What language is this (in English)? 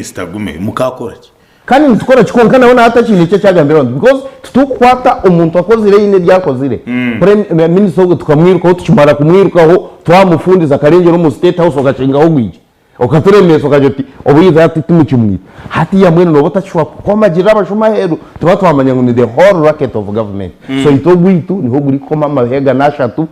Nyankole